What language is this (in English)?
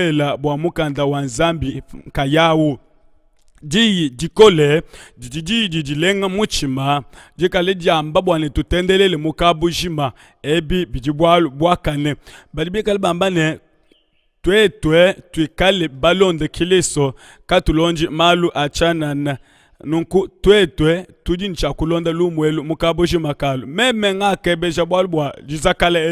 Luba-Lulua